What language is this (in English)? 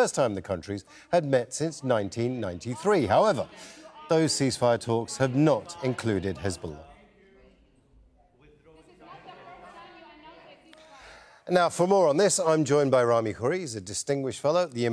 English